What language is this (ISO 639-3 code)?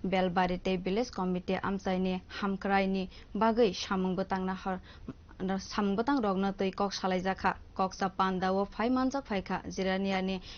trp